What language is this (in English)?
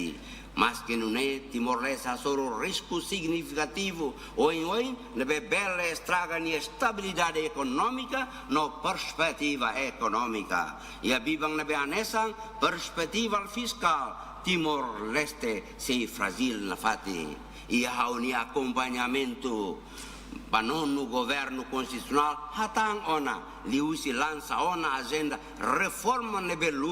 Tetum